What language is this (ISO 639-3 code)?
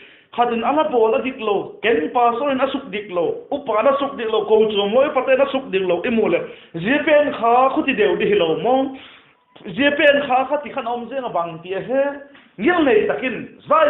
vap